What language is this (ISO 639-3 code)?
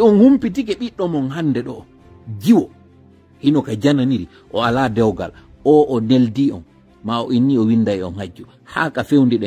ful